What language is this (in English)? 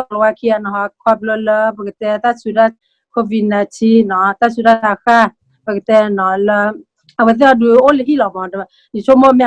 S'gaw Karen